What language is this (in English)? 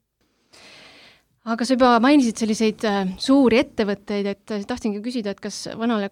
Estonian